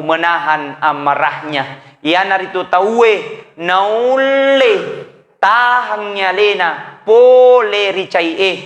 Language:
Buginese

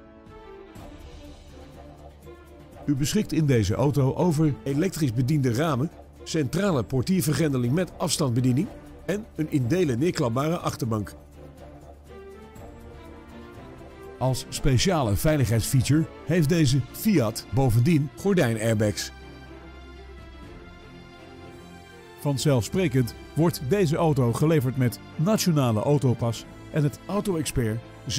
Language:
Dutch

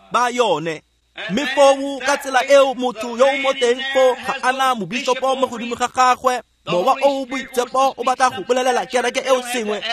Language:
Tswana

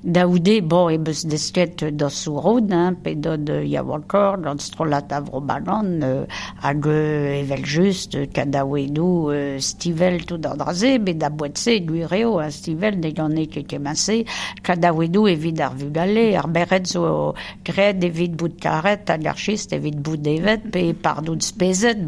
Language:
Breton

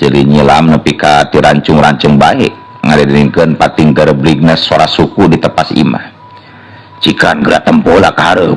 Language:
Sundanese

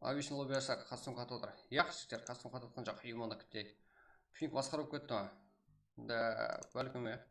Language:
Kara-Kalpak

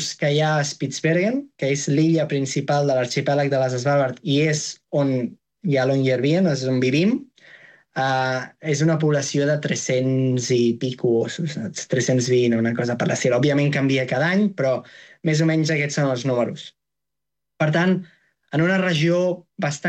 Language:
Catalan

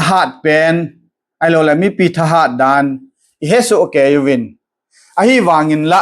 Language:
Thado Chin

